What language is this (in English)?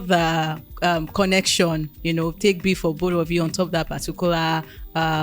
Nigerian Pidgin